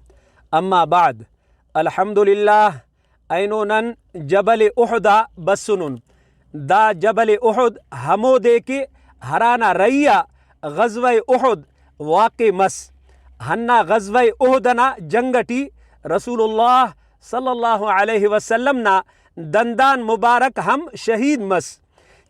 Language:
Brahui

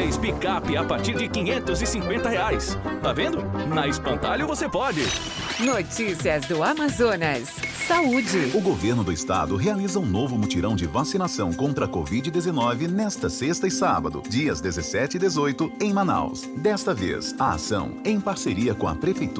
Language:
Portuguese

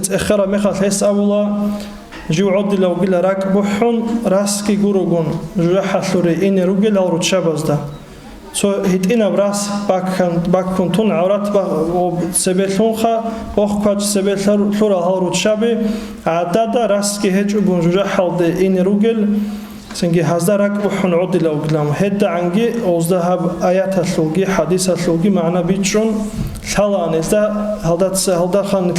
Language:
Avaric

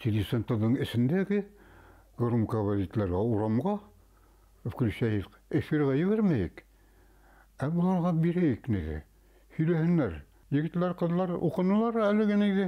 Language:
Bashkir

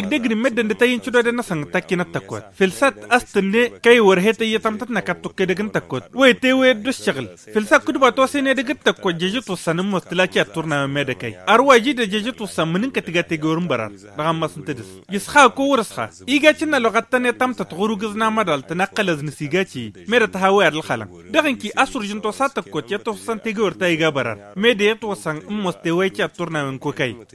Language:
Tamasheq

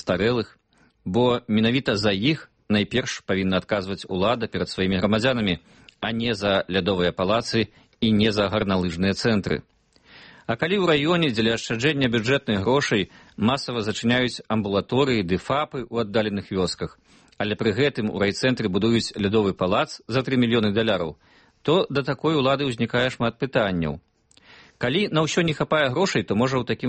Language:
Belarusian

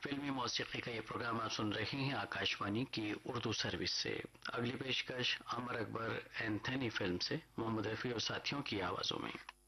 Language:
Urdu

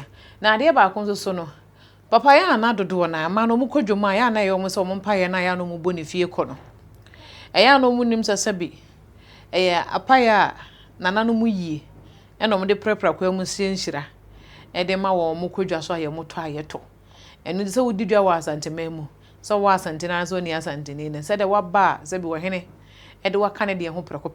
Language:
Akan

